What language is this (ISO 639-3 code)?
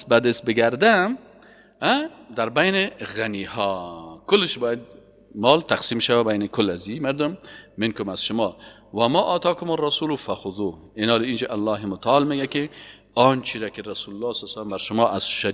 fas